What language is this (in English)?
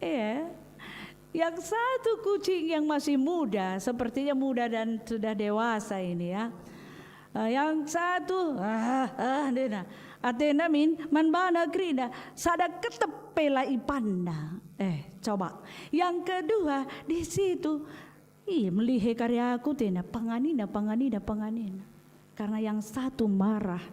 Batak Karo